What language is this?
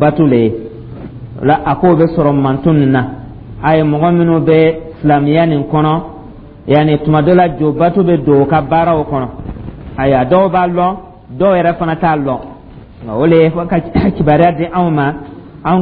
Dyula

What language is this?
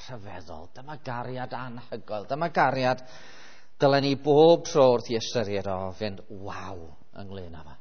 Welsh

